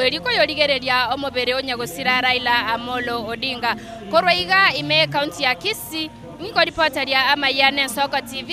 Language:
Gusii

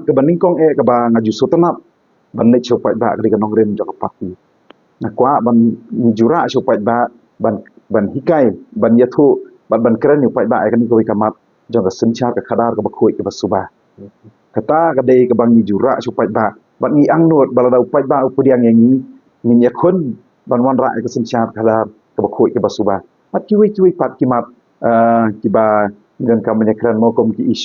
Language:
Khasi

